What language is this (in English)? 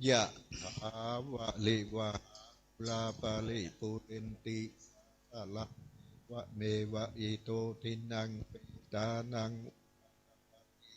Pali